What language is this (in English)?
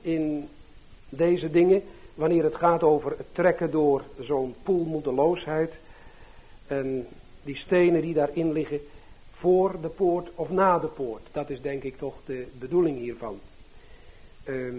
Dutch